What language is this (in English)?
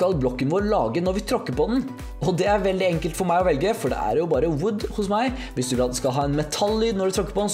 Norwegian